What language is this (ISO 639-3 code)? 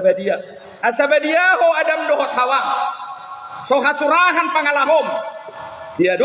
bbc